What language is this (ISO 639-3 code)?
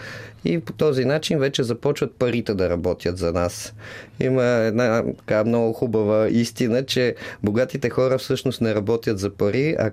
bul